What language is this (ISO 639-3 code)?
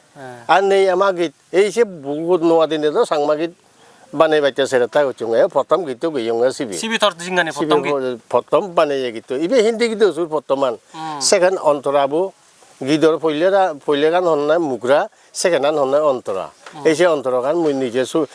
ccp